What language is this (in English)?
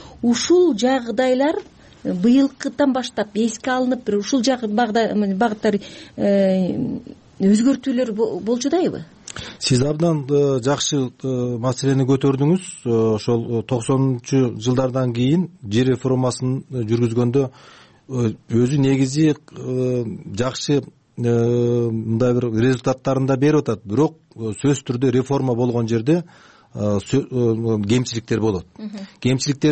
Kyrgyz